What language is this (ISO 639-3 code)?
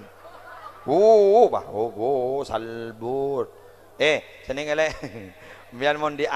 mad